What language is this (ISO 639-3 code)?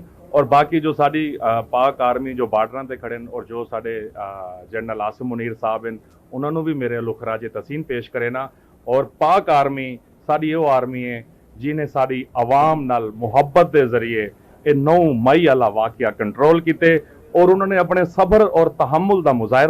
skr